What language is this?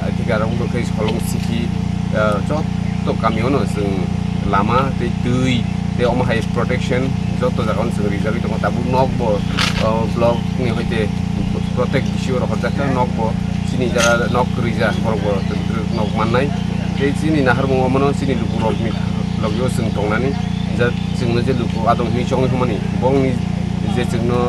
Kok Borok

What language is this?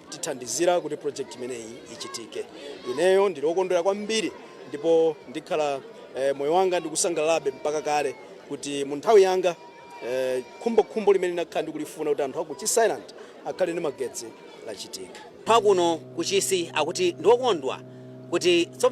Nyanja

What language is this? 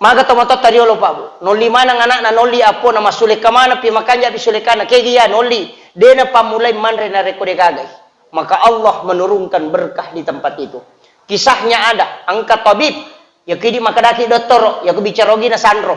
Buginese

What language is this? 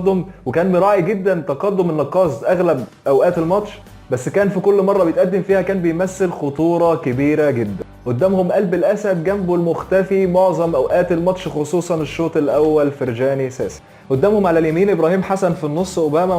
Egyptian Arabic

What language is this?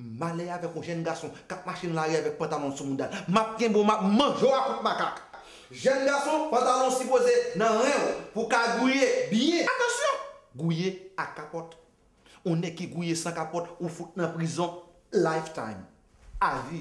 Haitian Creole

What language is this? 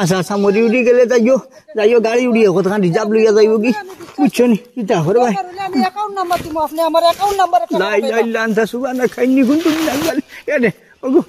Sylheti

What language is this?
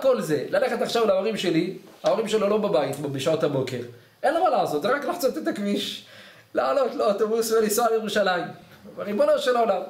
Hebrew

